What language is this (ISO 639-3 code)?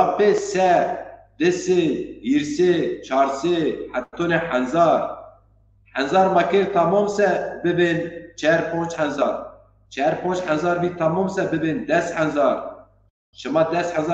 zza